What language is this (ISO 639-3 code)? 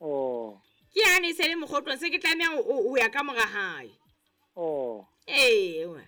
sot